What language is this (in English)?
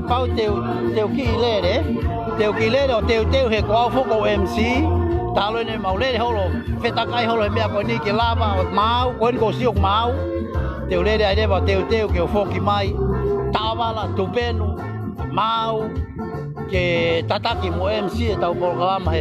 Tongan